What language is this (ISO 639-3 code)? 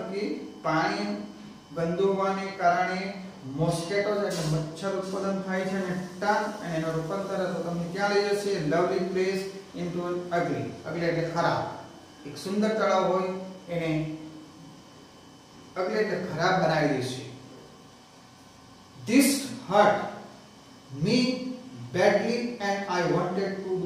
guj